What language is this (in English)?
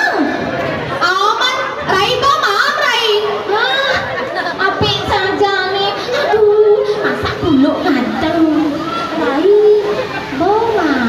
Balinese